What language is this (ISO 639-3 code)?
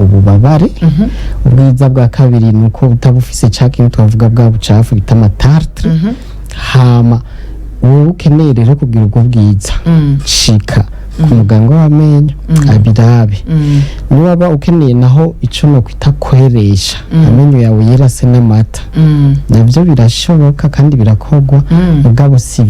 run